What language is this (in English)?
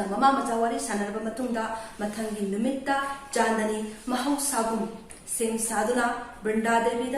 Manipuri